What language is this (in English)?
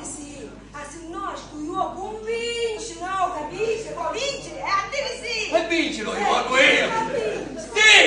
Sicilian